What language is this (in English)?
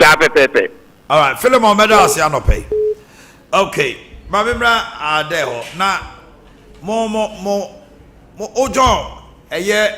Akan